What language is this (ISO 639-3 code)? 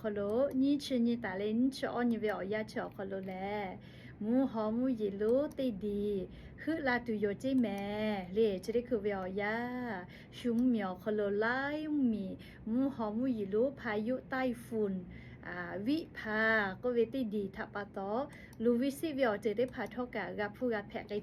lhu